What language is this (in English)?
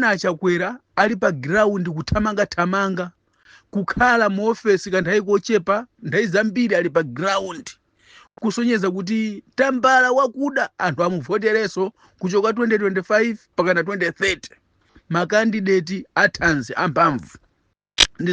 Nyanja